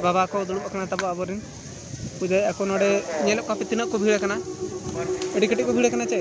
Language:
Santali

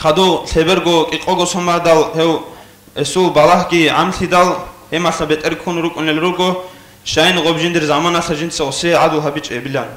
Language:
Avaric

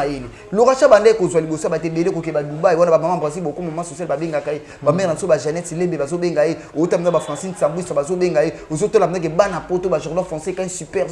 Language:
Lingala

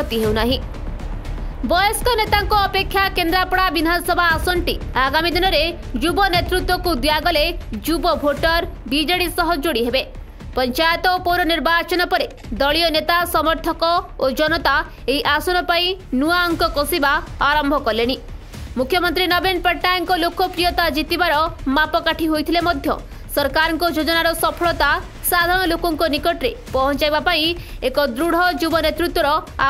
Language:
Odia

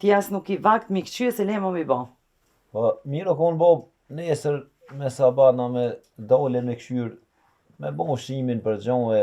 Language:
Albanian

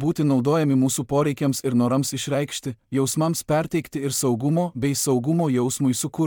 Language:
Lithuanian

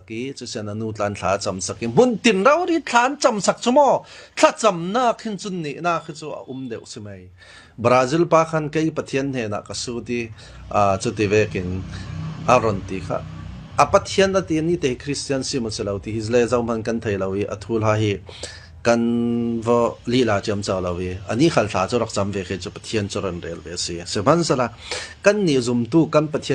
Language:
Falam Chin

